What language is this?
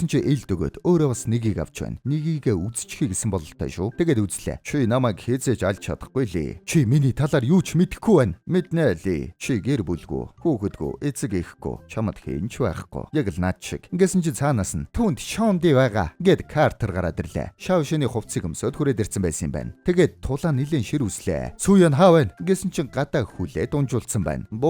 Mongolian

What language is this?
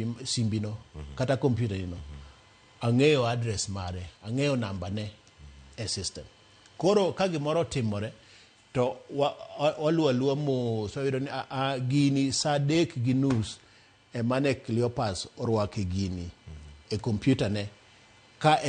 Luo (Kenya and Tanzania)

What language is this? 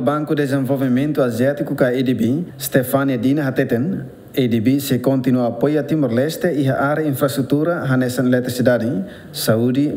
Tetum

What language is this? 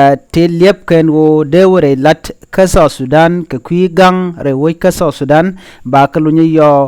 Nuer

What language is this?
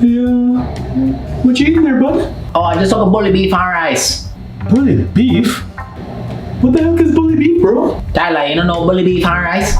Jamaican Creole English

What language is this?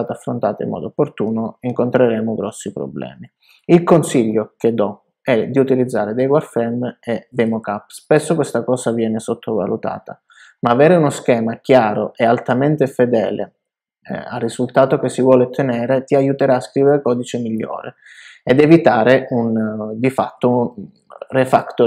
Italian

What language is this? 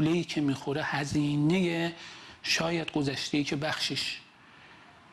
Persian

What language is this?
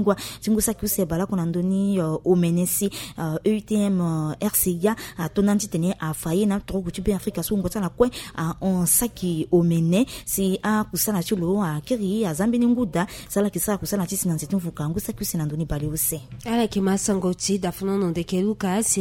Sango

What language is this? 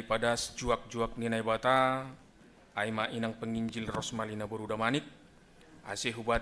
Batak Simalungun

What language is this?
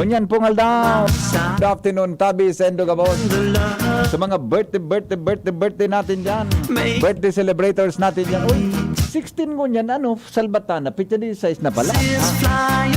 Bikol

